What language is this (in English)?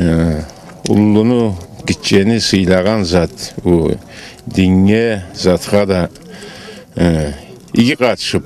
Karachay-Balkar